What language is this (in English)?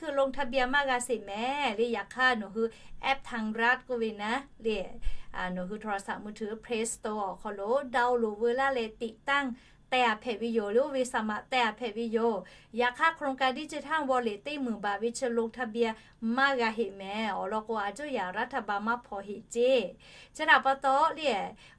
Lahu